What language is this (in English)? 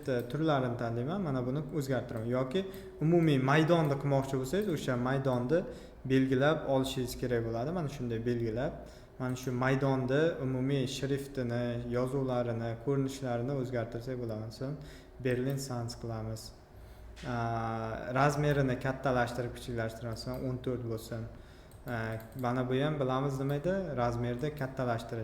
Uzbek